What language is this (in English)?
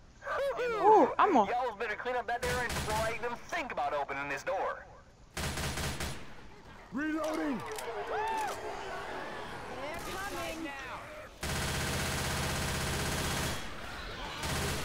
Swedish